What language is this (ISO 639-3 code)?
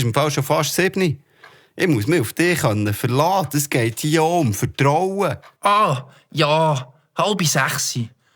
gsw